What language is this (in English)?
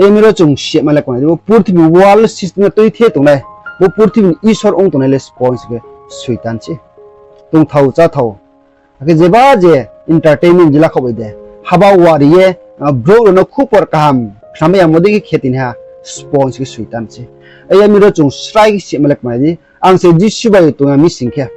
Riang (India)